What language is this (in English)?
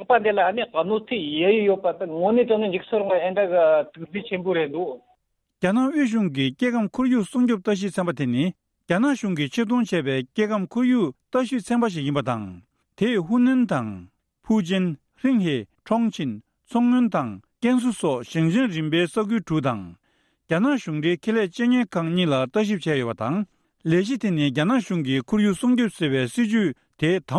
Tibetan